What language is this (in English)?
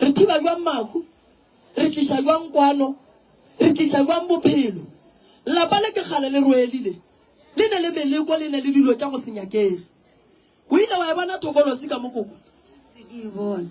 Northern Sotho